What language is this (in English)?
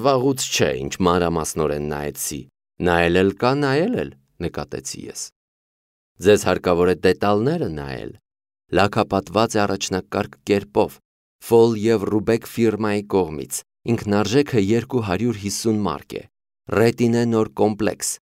Armenian